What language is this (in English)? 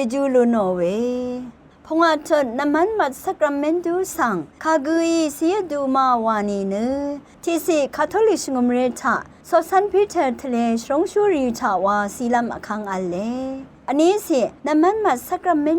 Rawang